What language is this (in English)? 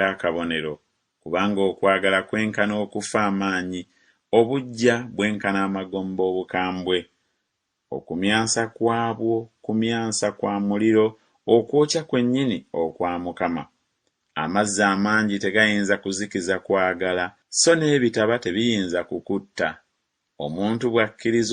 Ganda